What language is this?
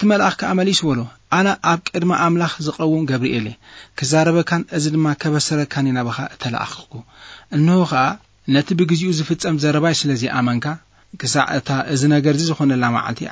Tigrinya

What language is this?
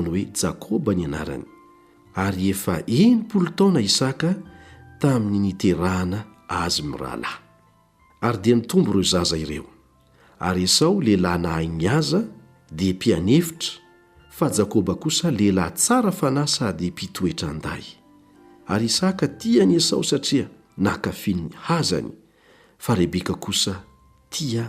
Malagasy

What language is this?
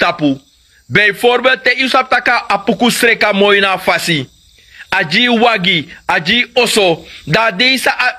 Sranan Tongo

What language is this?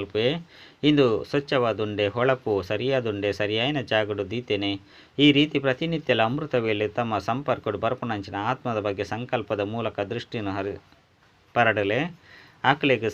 Tulu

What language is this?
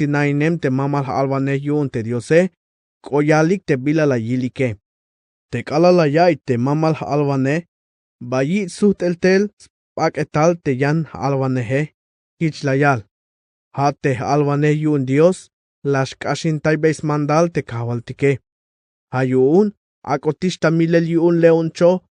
Tzeltal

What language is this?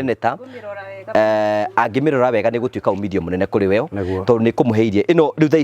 Kikuyu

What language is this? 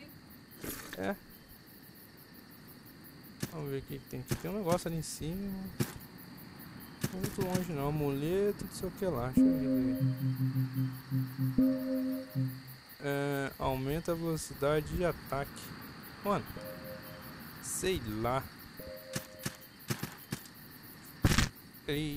Portuguese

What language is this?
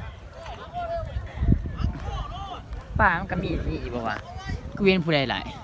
Lao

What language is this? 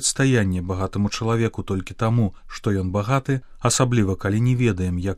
Belarusian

